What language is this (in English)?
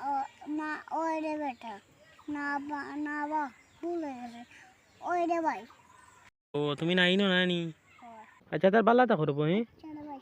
Sylheti